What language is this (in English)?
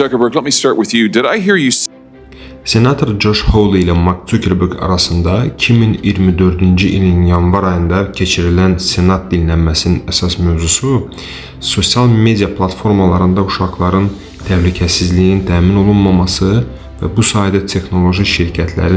Azerbaijani